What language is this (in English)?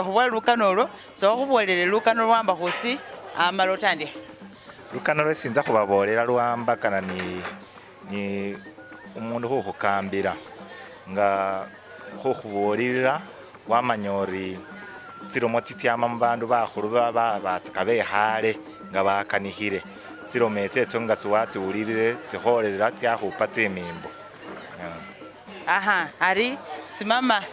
Masaaba